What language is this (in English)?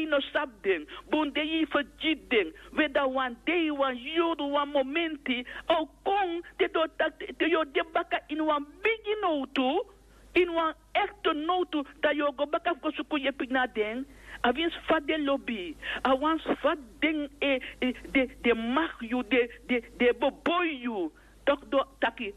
Sranan Tongo